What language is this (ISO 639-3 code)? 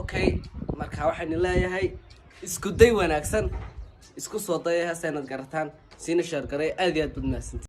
som